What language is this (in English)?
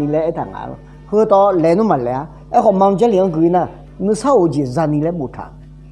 Akha